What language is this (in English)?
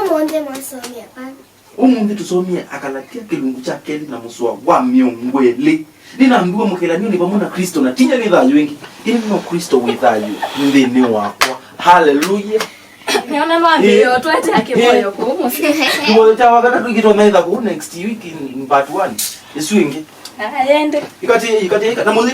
Kamba